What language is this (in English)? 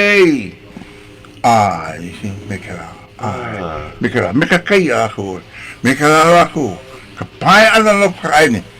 Hawaiian